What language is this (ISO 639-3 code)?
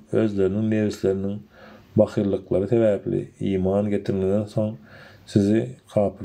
tuk